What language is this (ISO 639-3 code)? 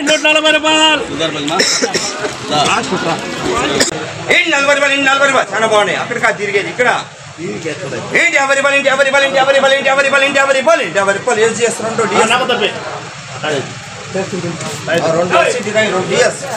tel